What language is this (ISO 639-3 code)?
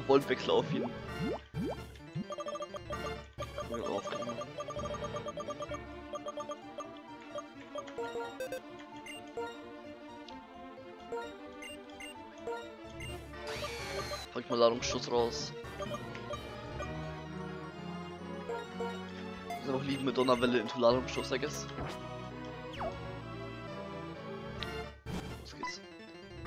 deu